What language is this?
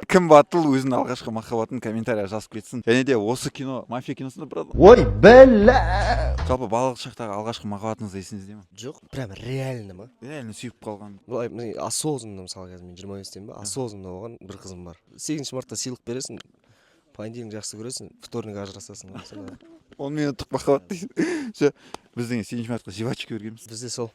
Kazakh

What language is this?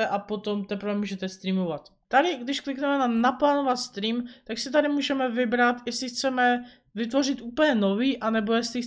Czech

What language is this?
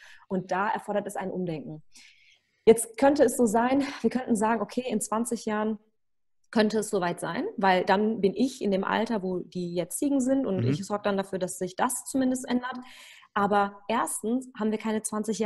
German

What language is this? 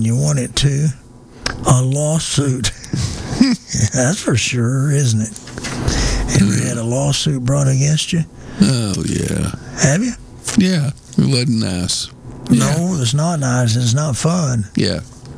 English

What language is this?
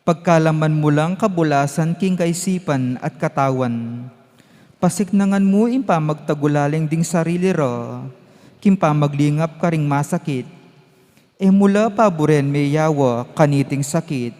Pampanga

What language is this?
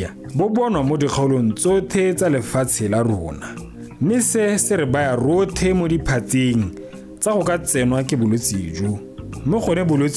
Tswana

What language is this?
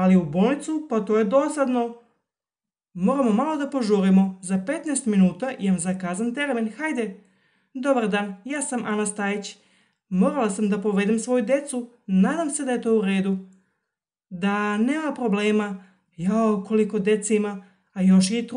Serbian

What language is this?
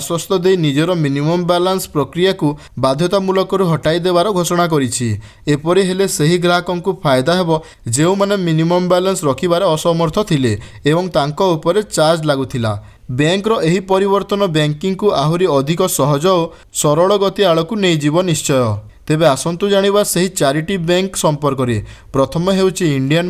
Odia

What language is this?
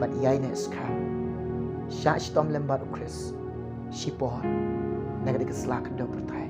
Khasi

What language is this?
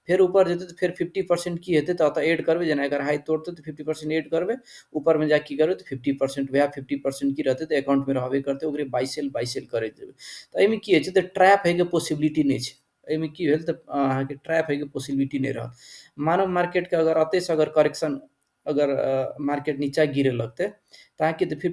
Maithili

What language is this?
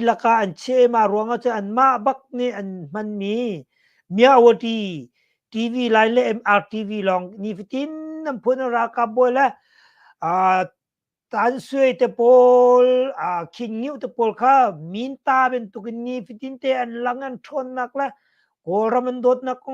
Hakha Chin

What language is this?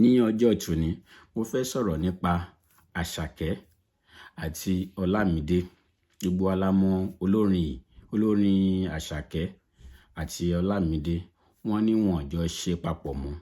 Yoruba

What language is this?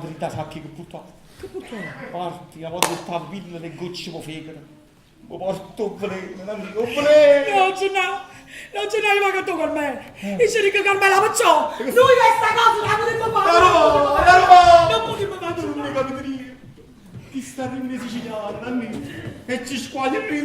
Neapolitan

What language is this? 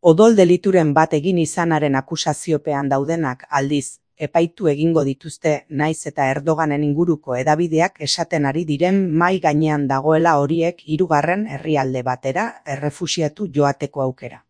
Basque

